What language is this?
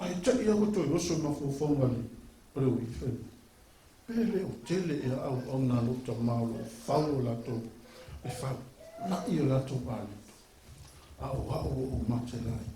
Samoan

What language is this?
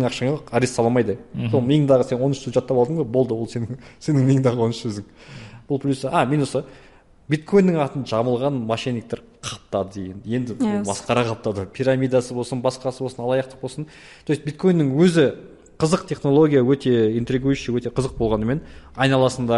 Kazakh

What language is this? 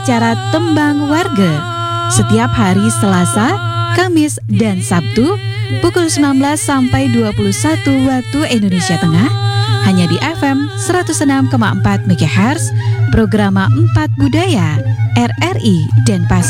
Indonesian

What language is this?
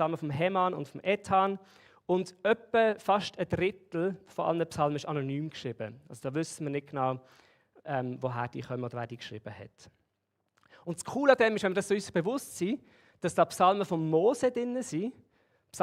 Swiss German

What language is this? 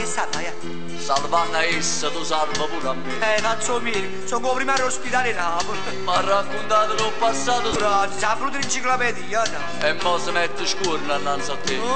Neapolitan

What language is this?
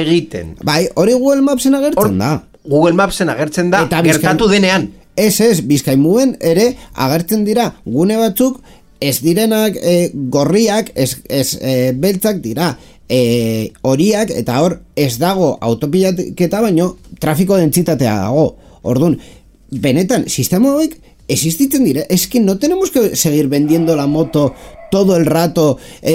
Basque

